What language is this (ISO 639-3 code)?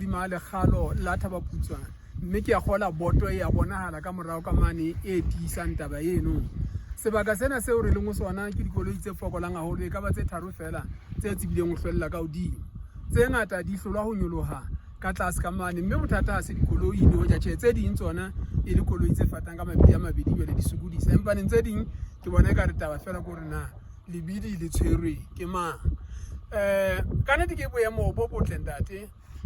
sot